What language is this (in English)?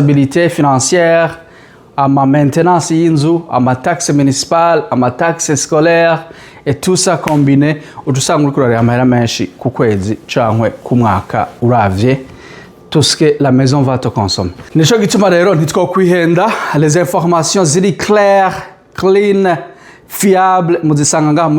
Rundi